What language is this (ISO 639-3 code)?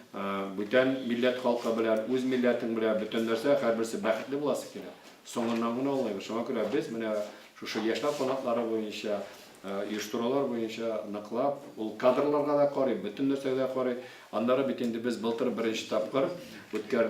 tat